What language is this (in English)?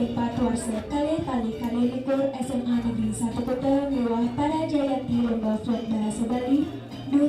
Balinese